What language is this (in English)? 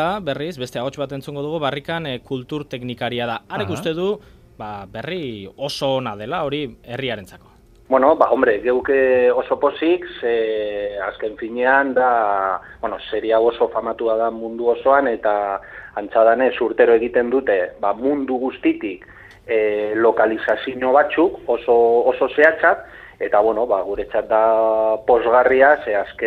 Basque